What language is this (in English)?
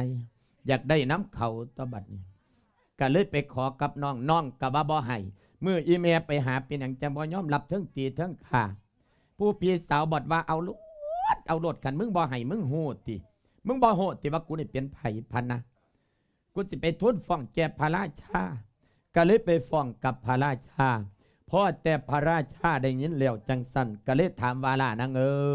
Lao